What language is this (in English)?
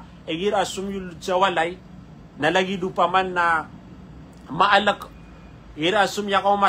Maranao